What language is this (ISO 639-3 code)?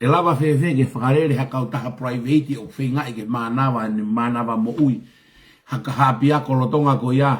ton